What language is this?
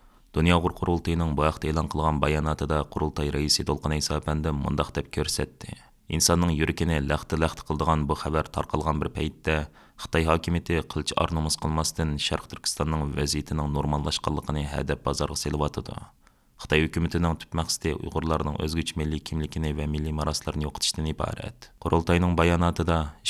Uyghur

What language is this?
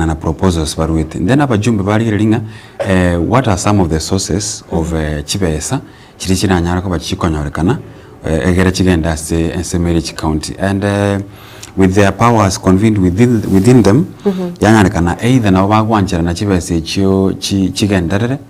Gusii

